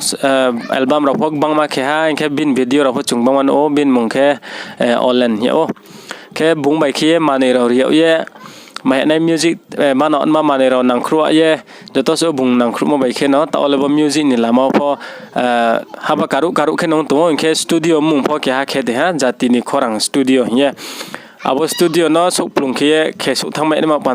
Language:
Riang (India)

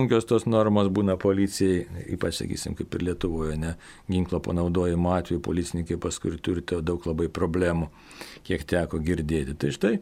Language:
Lithuanian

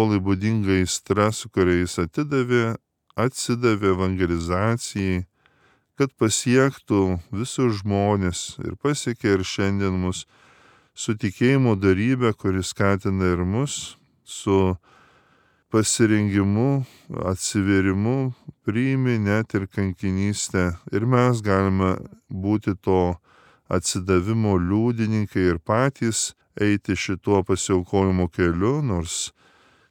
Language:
Lithuanian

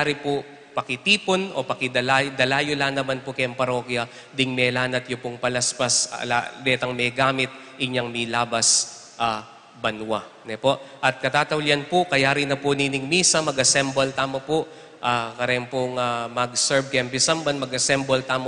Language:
Pampanga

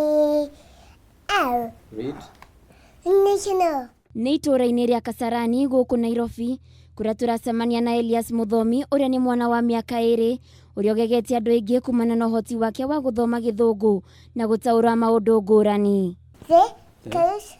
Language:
Kikuyu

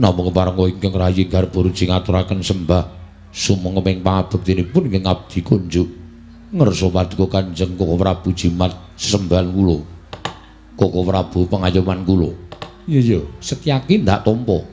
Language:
Javanese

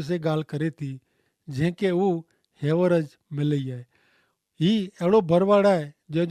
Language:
Kachhi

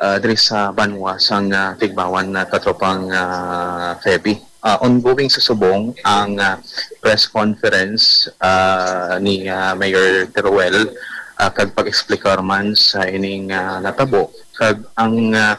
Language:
Hiligaynon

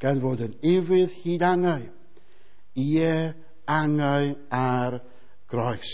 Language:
Welsh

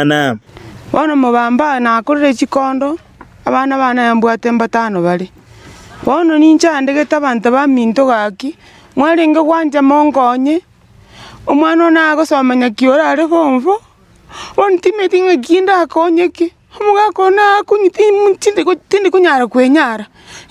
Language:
Gusii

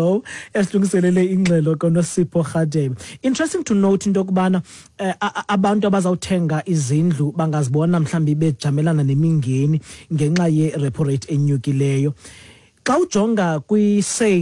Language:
Xhosa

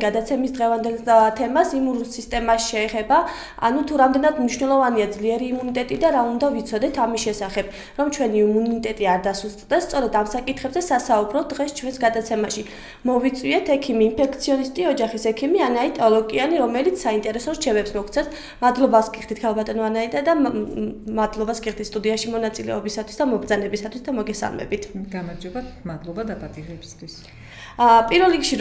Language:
Georgian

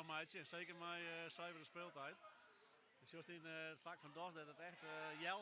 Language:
Western Frisian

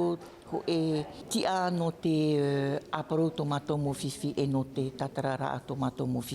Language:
Tahitian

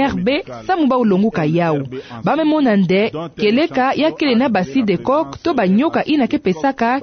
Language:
Kituba (Democratic Republic of Congo)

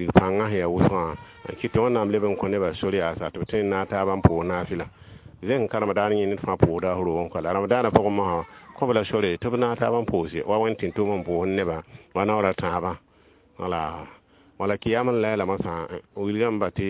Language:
Mossi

